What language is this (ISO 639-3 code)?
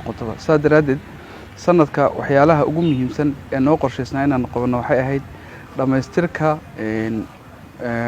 som